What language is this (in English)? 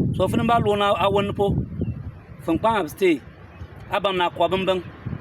Bimoba